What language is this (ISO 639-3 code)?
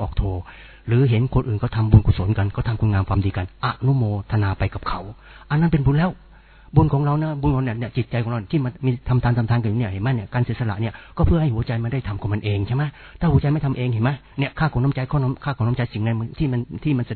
tha